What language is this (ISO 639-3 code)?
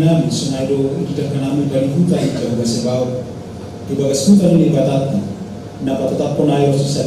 bts